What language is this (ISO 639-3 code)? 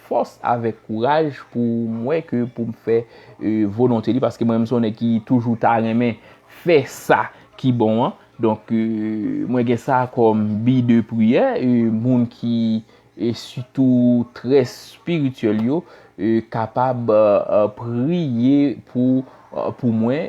hat